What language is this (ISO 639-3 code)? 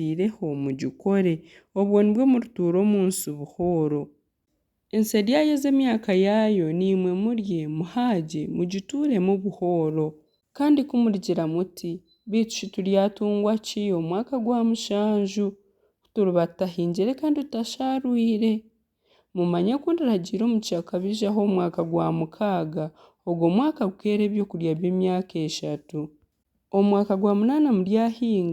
nyn